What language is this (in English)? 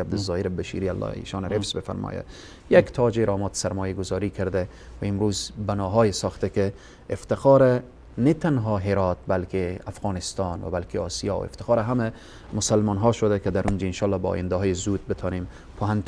Persian